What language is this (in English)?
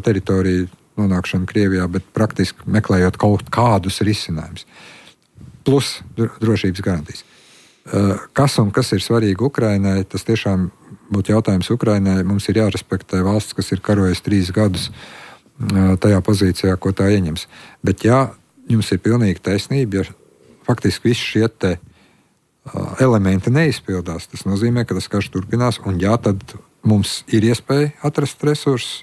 Latvian